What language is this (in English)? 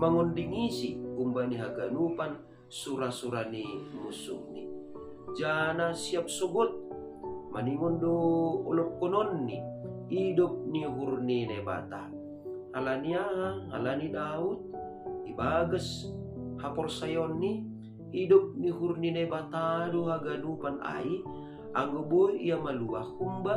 Batak Simalungun